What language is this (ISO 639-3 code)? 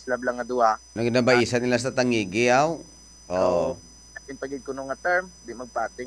hil